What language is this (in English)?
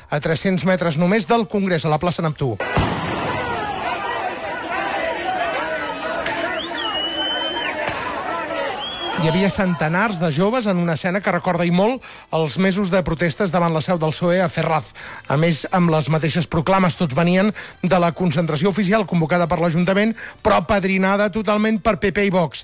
Catalan